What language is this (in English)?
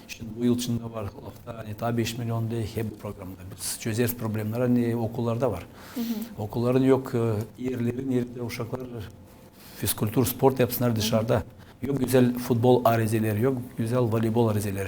Gagauz